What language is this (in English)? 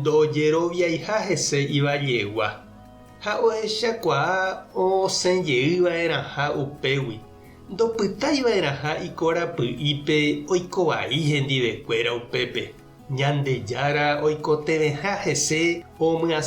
Guarani